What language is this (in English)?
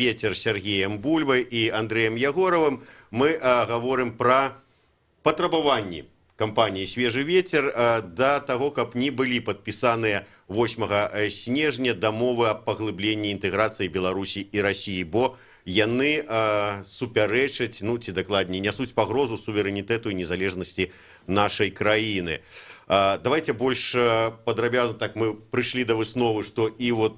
Belarusian